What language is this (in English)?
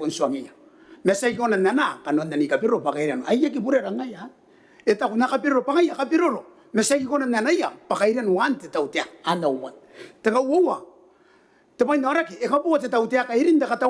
Gilbertese